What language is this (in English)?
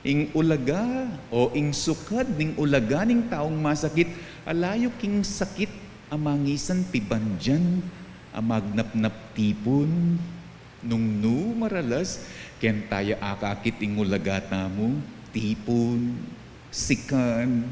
Pampanga